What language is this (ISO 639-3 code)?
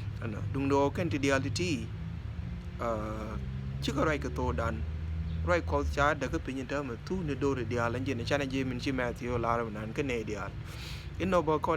nus